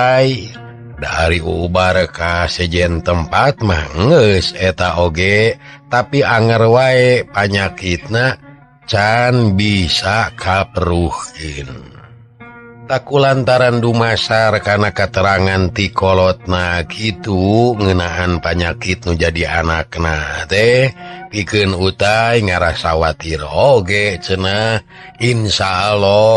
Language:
Sundanese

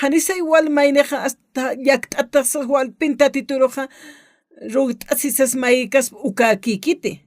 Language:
Aymara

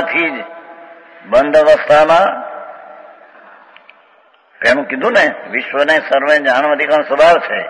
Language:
Gujarati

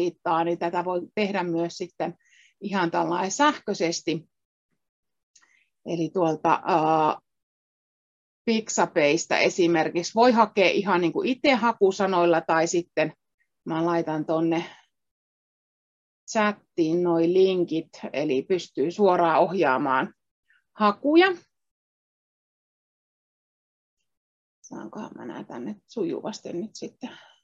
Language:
Finnish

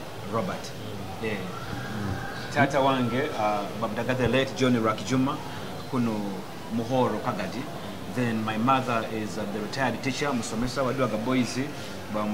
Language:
Nyoro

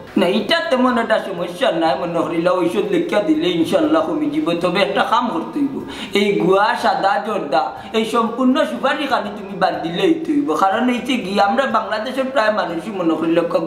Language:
Sylheti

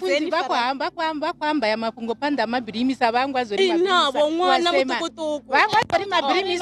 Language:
Venda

